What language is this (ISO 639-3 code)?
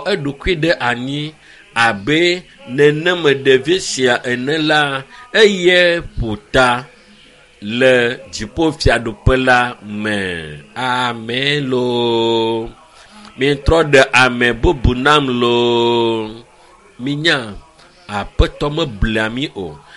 ewe